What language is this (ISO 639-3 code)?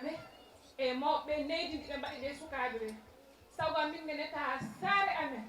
ful